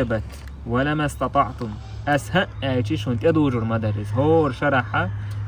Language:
Chechen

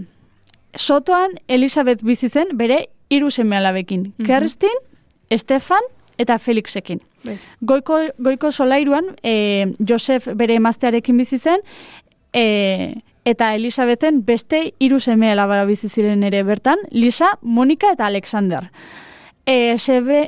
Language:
Basque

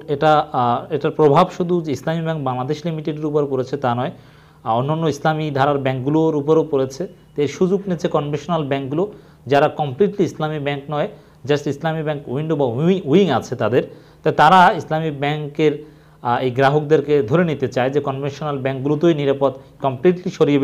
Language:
Bangla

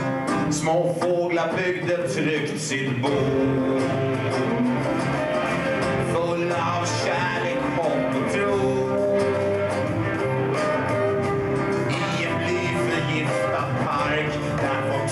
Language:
Swedish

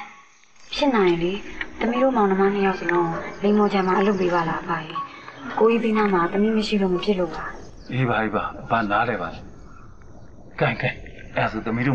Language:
Burmese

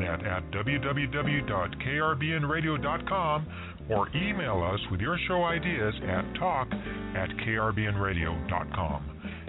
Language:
English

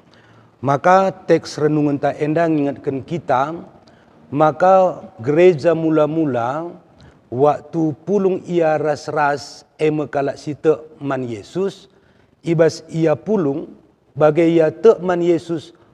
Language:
Batak Karo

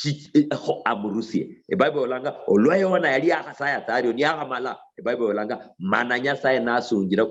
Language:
Luyia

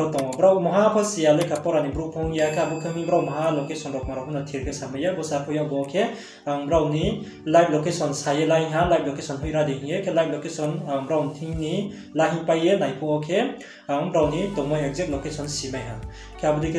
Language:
Riang (India)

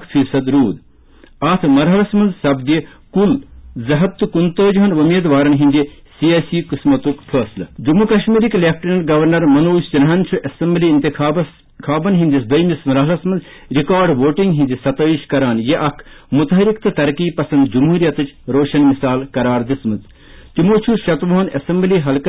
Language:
Kashmiri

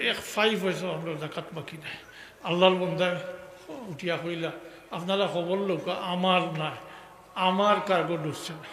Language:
Sylheti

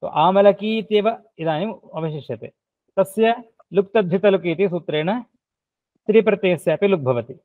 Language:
Sanskrit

